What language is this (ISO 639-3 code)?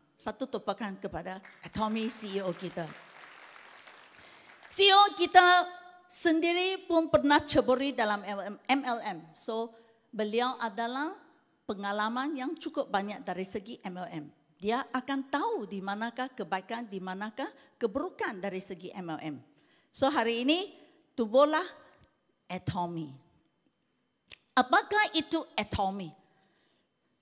msa